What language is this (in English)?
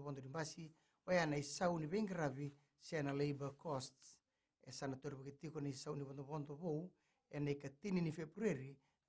Fijian